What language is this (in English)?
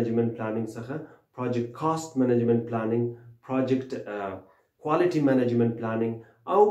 Pashto